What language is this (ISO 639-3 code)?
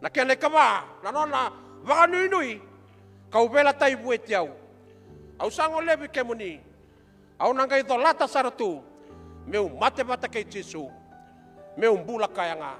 fij